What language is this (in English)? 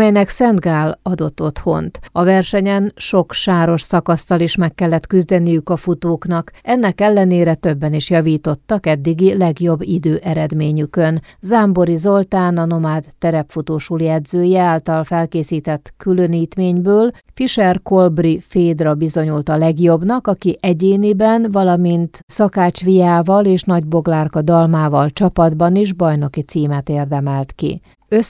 Hungarian